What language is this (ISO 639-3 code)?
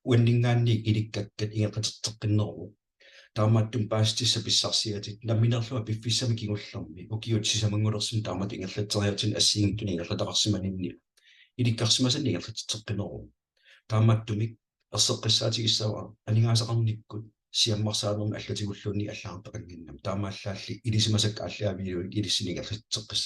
kal